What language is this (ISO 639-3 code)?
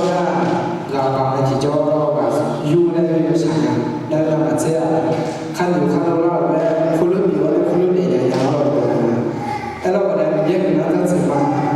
ahk